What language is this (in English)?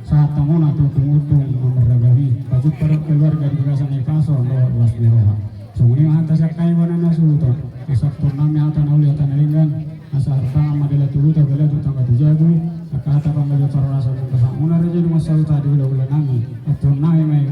Batak Toba